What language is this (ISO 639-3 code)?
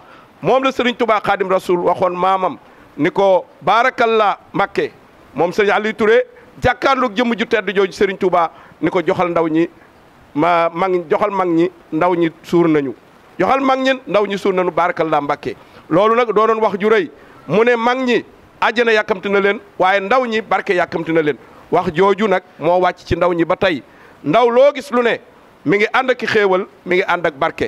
wol